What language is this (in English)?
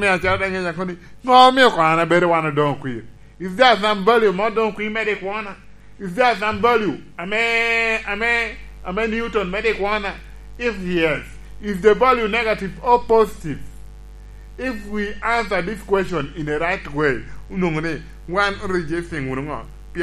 Lango (Uganda)